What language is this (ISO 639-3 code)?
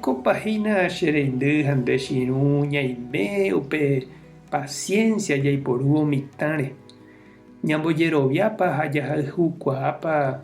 grn